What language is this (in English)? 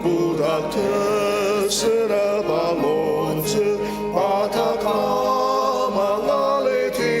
Ao Naga